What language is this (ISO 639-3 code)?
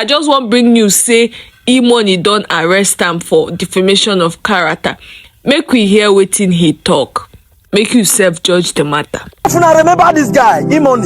pcm